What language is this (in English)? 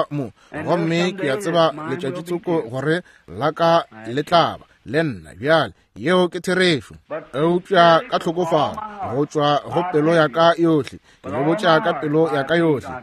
Northern Sotho